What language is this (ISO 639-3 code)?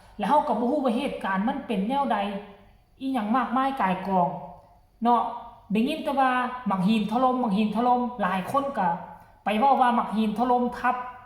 tts